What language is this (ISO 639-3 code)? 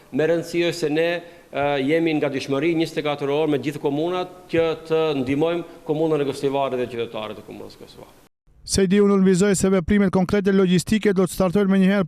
sqi